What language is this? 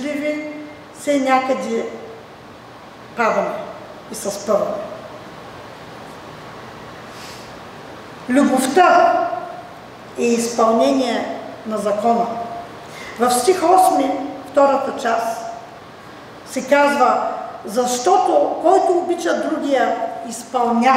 Bulgarian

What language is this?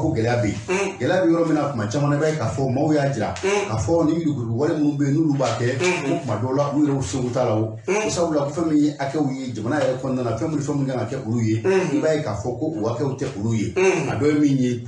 Bambara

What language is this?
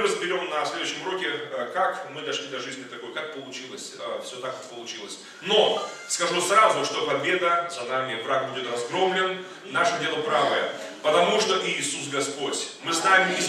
Russian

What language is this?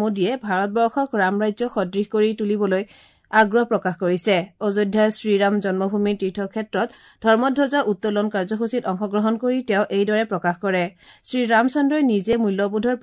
Assamese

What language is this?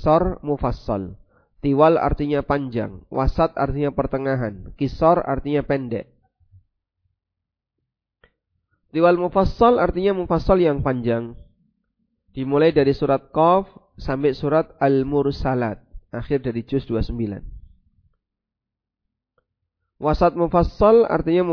Indonesian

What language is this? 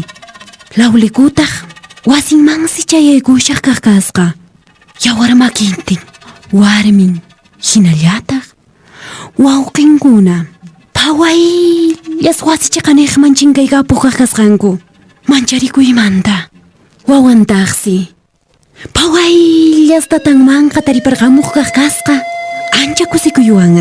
Quechua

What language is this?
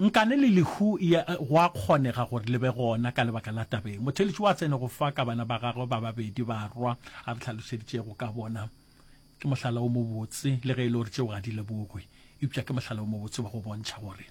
Northern Sotho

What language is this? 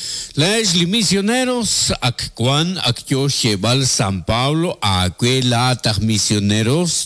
Kekchí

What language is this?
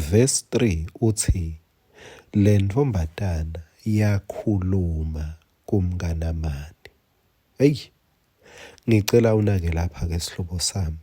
Swati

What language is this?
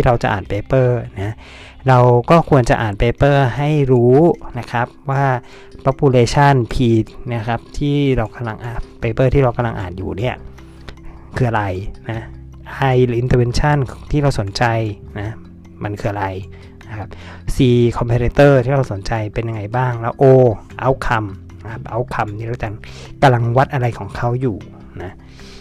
Thai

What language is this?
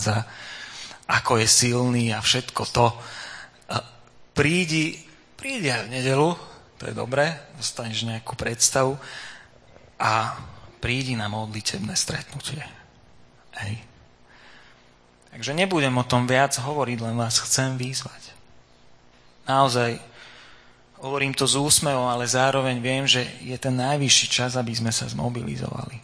Slovak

